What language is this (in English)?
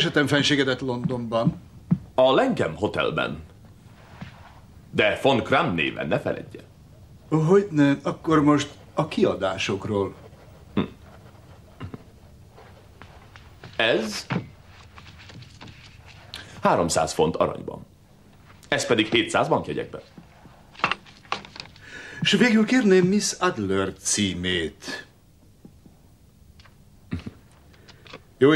Hungarian